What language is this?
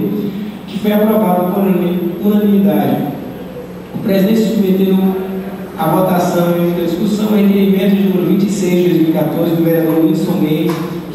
Portuguese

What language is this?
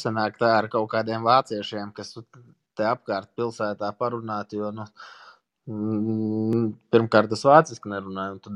Latvian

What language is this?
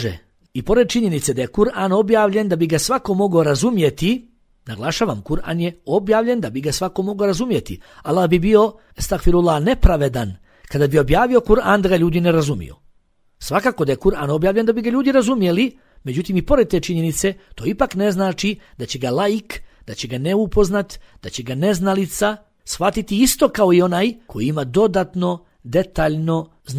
Bosnian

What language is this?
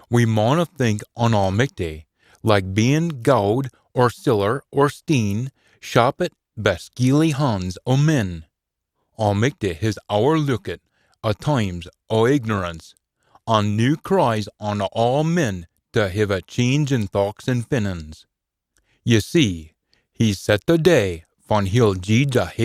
Scots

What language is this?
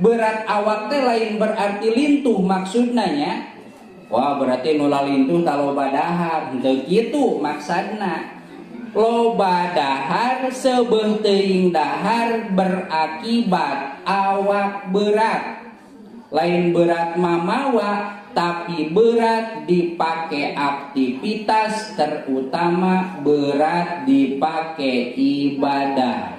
Sundanese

